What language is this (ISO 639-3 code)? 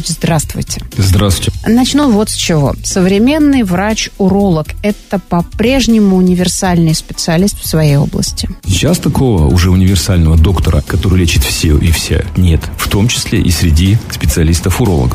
rus